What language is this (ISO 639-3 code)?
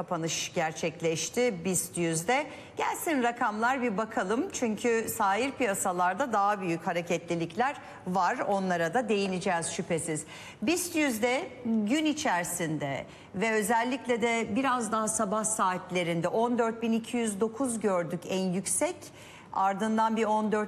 tur